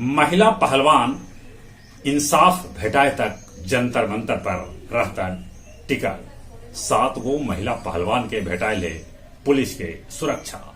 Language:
Magahi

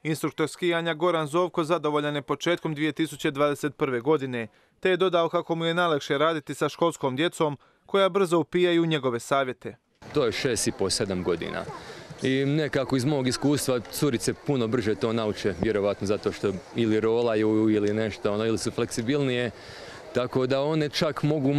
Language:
Croatian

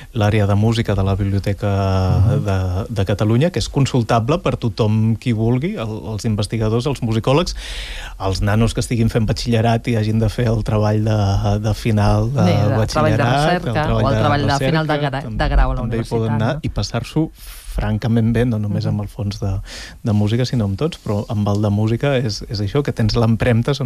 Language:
Catalan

